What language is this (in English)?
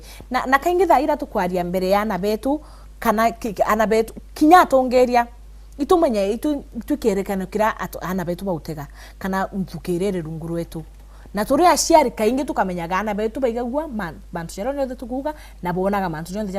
Meru